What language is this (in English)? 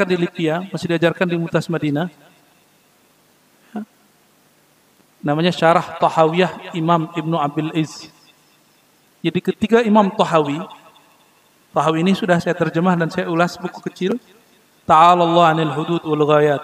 Indonesian